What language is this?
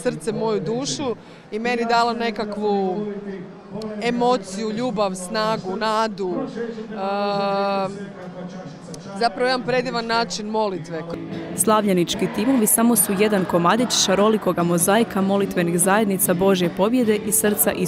Croatian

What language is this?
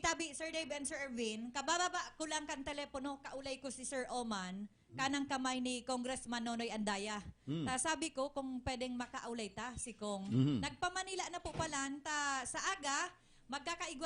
Bikol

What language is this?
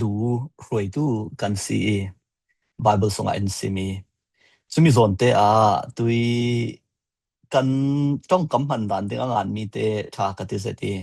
Falam Chin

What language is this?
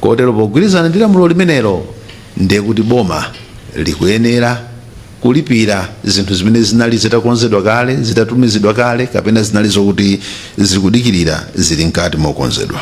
Nyanja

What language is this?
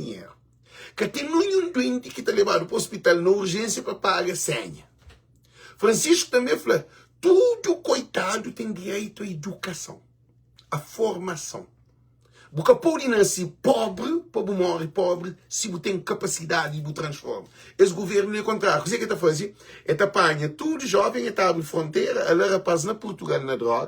Kabuverdianu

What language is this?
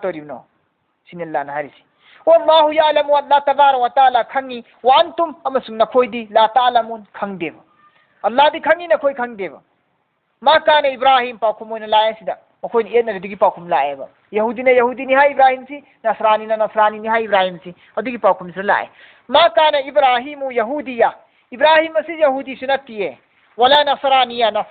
Manipuri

